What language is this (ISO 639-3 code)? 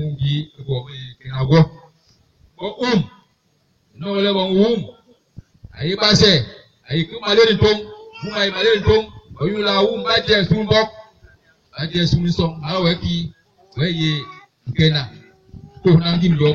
bas